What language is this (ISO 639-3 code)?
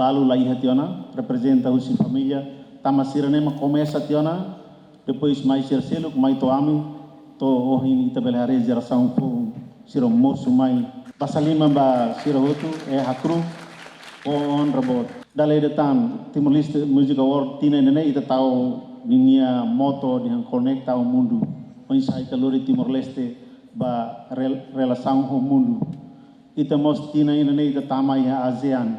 tet